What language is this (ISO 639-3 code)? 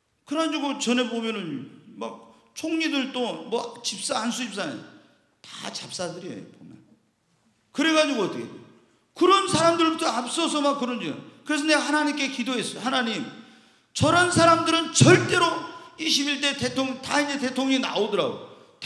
kor